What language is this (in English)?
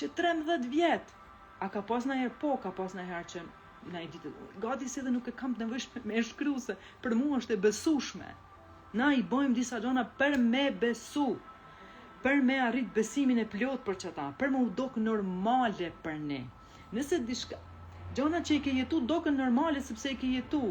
Albanian